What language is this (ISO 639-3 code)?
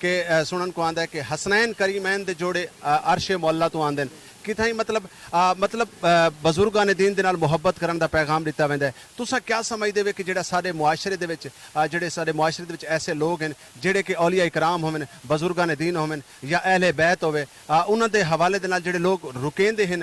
skr